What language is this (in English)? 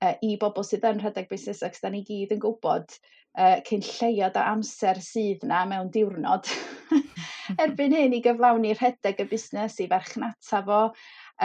Welsh